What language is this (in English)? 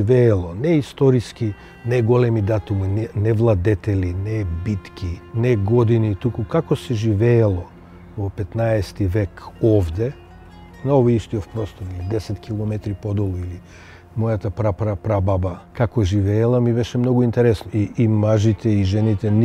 Macedonian